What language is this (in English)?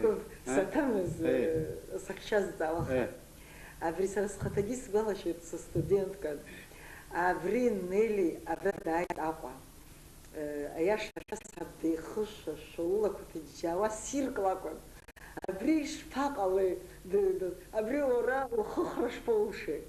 Abkhazian